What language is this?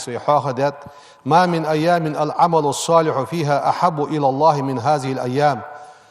Ingush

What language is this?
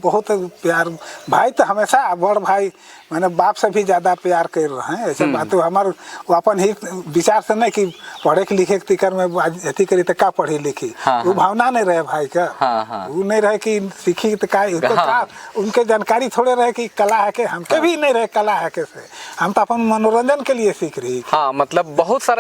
Sadri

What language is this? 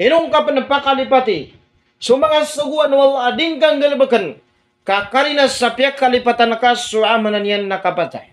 Maranao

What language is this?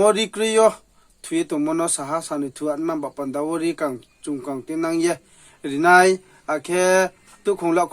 Riang (India)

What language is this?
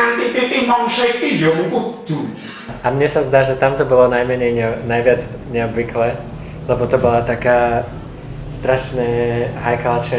Slovak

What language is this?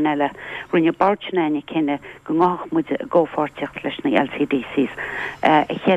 Irish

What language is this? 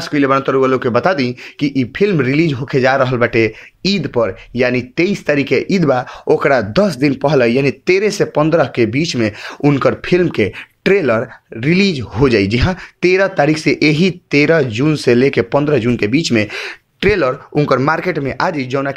Bhojpuri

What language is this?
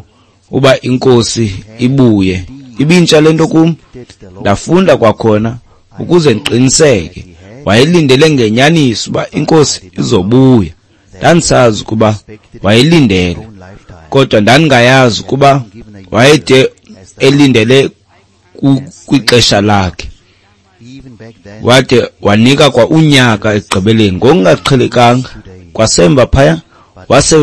Xhosa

